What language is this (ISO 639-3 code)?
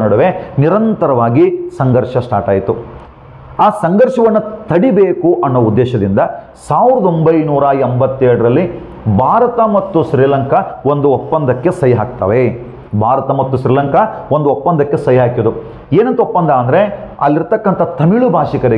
kan